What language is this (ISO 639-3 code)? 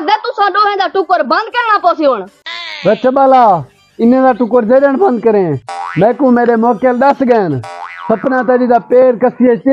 skr